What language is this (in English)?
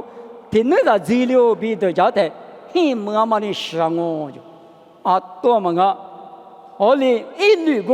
Lisu